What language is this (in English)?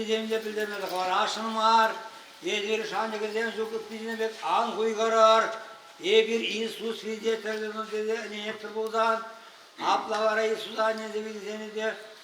Chuvash